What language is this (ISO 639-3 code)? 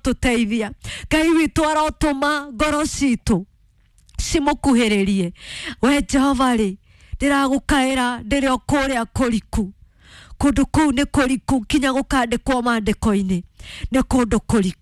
kik